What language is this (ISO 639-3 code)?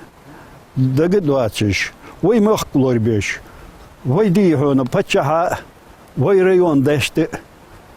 inh